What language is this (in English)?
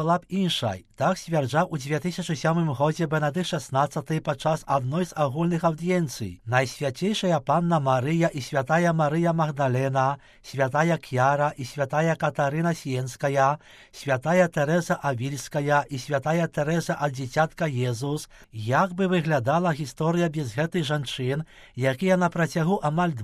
Belarusian